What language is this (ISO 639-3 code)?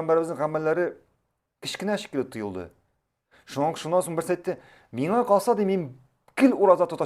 tat